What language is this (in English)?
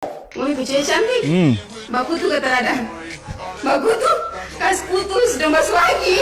Ambonese Malay